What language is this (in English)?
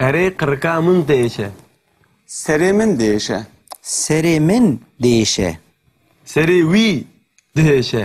Kurdish